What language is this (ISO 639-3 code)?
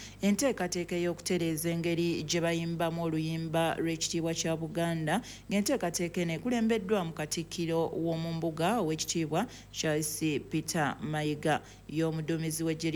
lug